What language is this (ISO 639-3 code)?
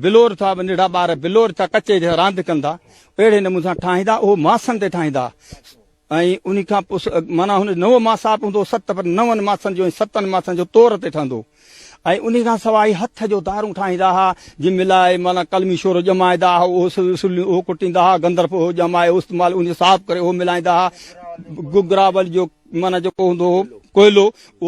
snd